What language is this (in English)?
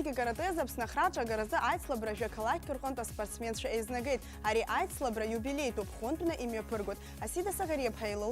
Abkhazian